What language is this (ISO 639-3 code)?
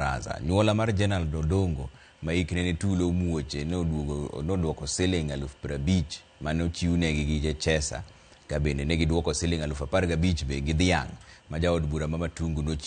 luo